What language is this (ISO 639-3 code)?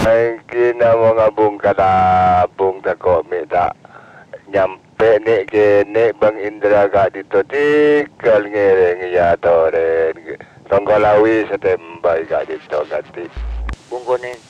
mad